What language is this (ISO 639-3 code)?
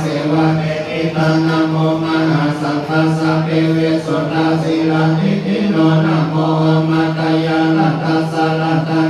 pli